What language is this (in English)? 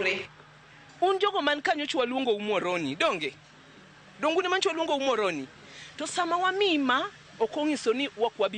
Luo (Kenya and Tanzania)